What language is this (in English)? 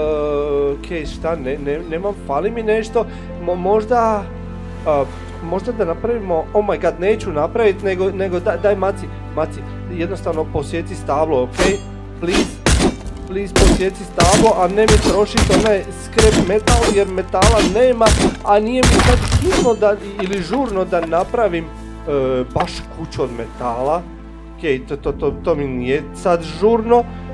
Croatian